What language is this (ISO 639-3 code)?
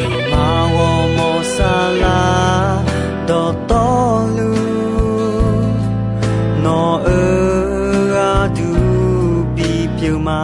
ahk